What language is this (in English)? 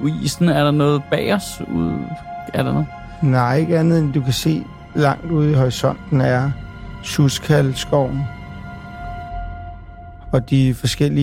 Danish